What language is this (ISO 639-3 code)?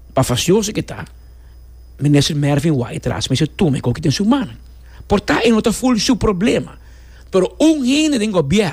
pap